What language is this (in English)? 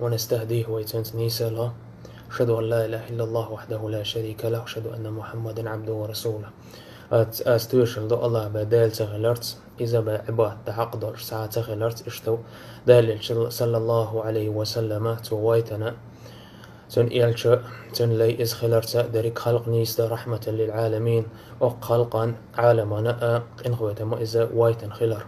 Chechen